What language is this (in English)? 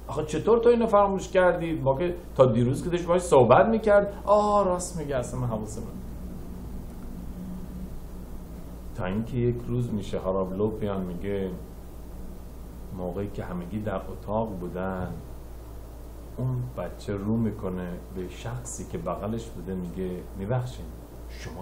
Persian